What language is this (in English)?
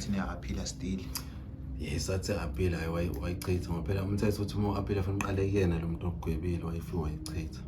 Zulu